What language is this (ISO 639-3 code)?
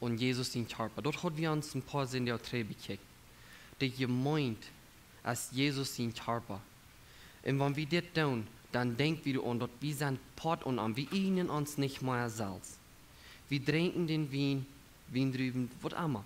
pdt